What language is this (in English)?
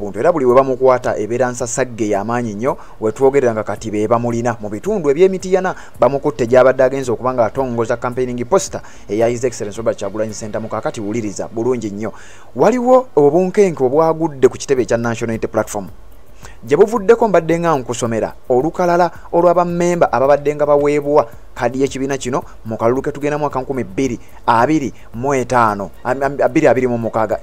Ganda